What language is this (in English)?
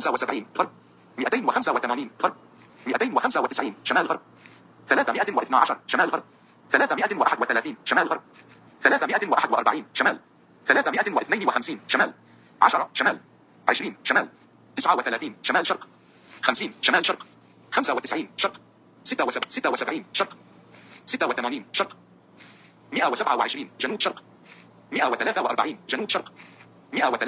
Najdi Arabic